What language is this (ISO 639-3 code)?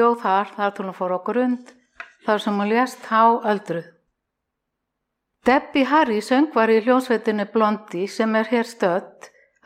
isl